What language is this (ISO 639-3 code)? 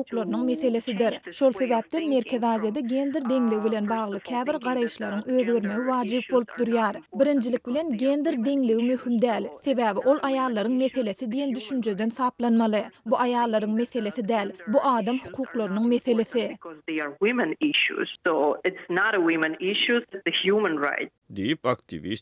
tuk